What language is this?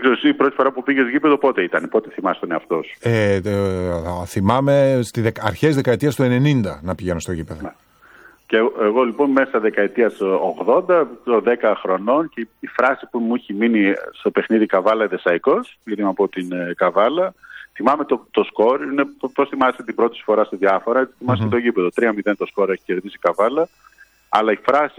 Greek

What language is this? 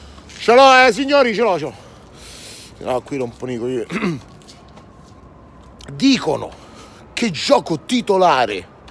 Italian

